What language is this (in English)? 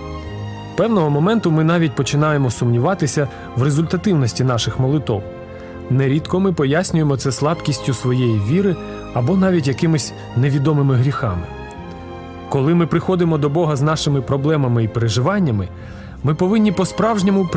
Ukrainian